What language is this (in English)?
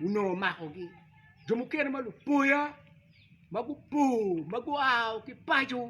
Acoli